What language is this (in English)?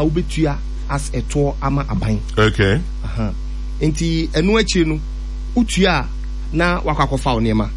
Akan